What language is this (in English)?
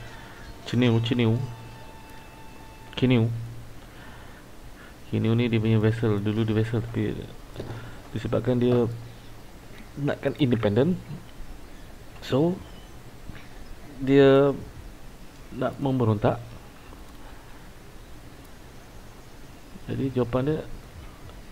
Malay